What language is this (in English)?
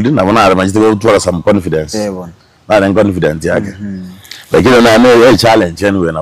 Gusii